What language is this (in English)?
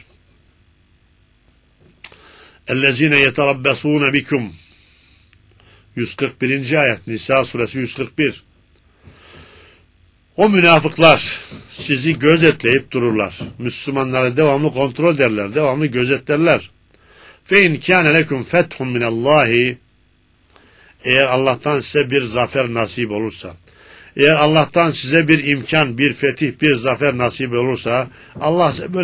Turkish